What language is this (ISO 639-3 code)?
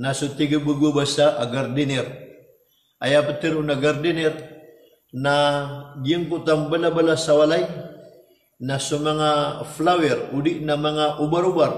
mrw